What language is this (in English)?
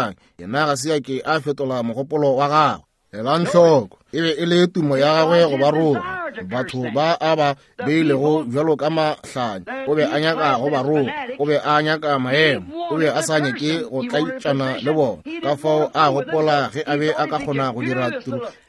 Northern Sotho